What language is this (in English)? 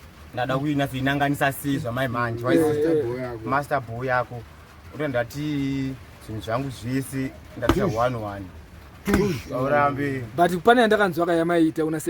Shona